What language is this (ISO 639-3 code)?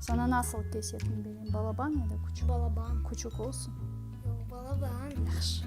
crh